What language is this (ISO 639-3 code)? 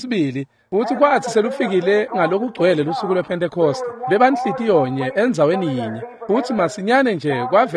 ssw